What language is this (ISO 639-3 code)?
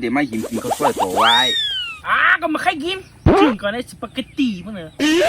shn